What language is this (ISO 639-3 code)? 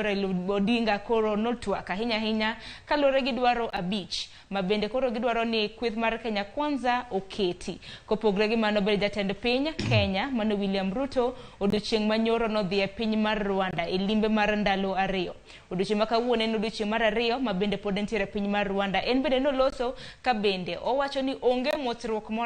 luo